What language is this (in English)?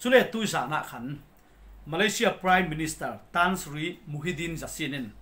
Falam Chin